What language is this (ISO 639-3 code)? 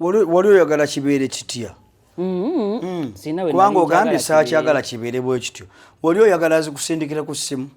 lug